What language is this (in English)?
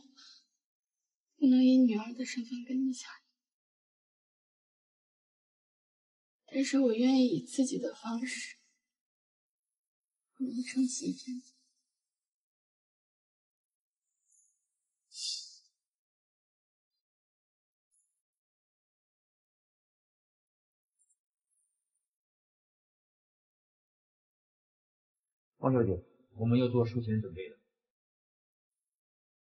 Chinese